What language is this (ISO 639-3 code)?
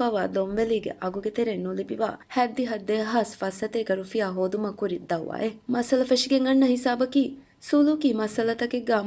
div